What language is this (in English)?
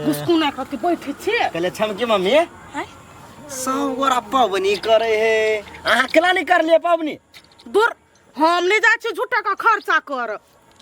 Maithili